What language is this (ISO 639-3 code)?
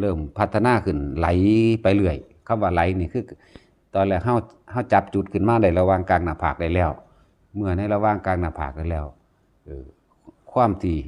tts